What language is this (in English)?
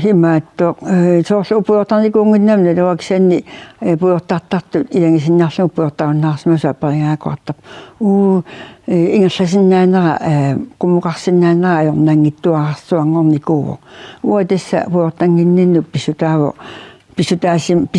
Kalaallisut